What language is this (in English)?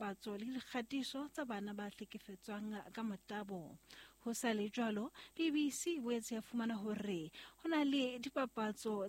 Southern Sotho